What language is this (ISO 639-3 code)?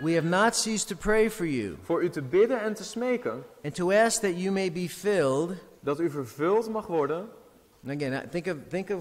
nld